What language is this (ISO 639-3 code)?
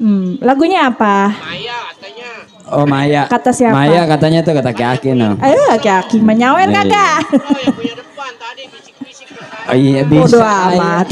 bew